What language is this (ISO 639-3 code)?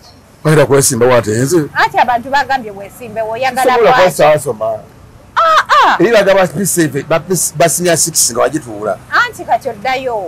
lug